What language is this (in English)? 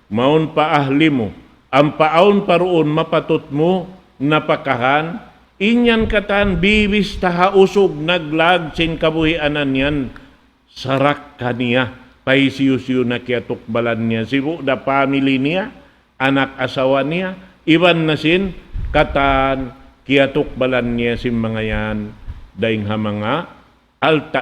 Tausug